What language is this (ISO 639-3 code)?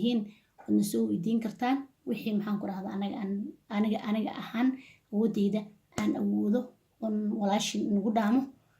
som